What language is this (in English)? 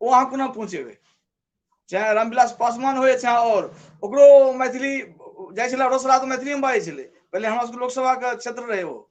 Maithili